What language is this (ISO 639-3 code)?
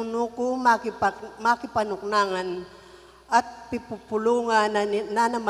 pam